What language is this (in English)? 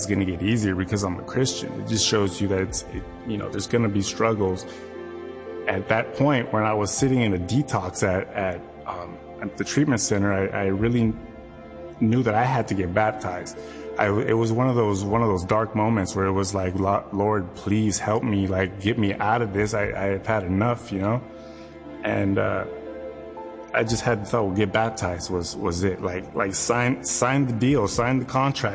English